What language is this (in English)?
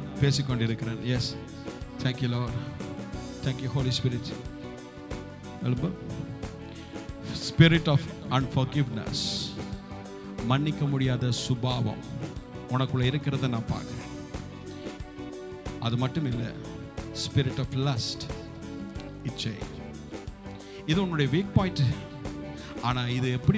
Tamil